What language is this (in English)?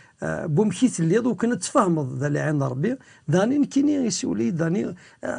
Kabyle